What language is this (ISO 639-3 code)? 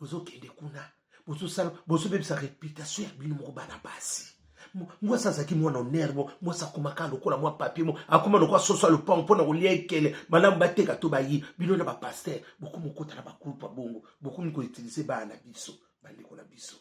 lin